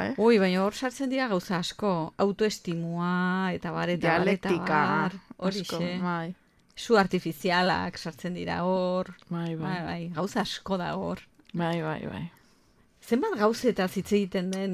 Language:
Basque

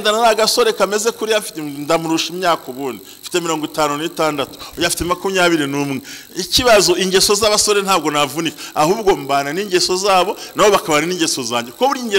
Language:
Kinyarwanda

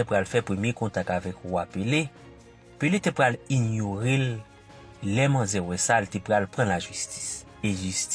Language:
Haitian Creole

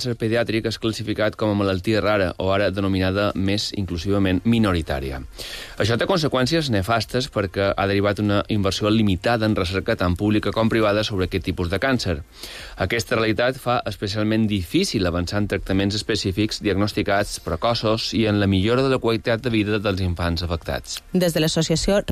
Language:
Catalan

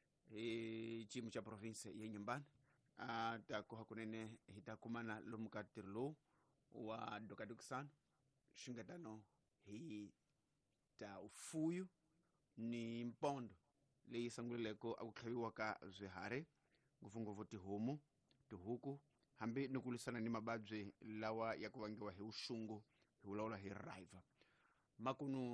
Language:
Tsonga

